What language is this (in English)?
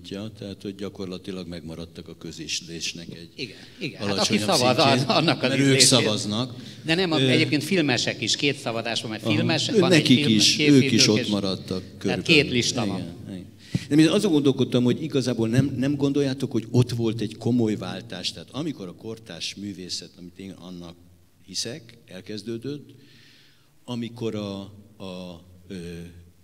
Hungarian